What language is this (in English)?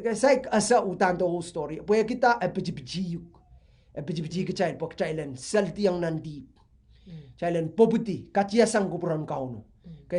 Pohnpeian